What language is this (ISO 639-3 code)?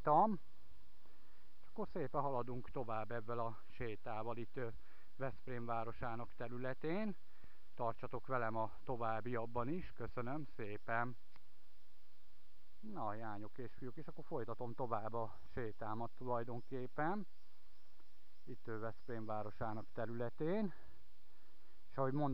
hun